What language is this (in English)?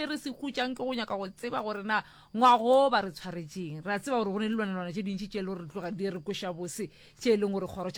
Northern Sotho